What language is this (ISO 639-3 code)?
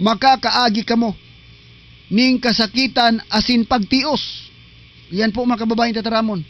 bik